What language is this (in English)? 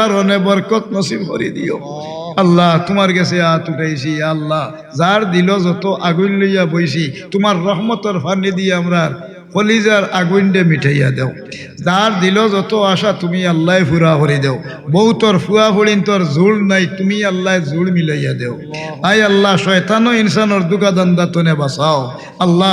Sylheti